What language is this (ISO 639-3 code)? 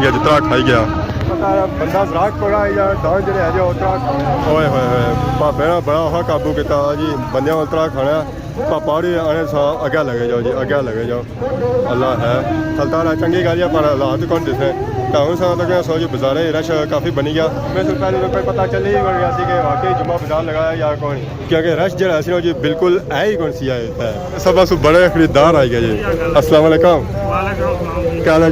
phr